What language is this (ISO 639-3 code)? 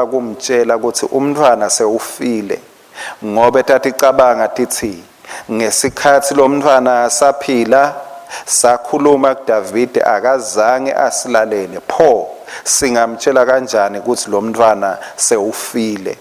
ssw